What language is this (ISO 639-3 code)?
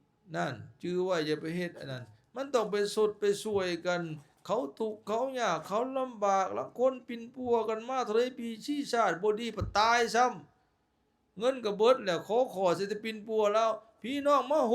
lao